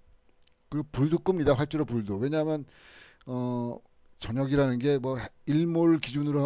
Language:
Korean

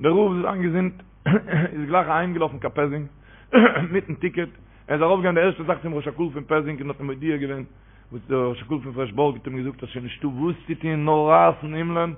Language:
Yiddish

